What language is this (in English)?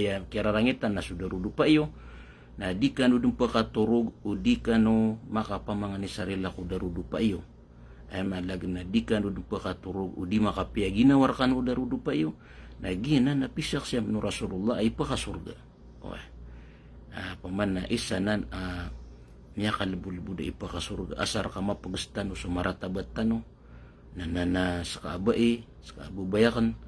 Maranao